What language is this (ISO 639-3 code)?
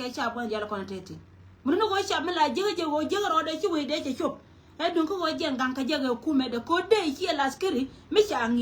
nus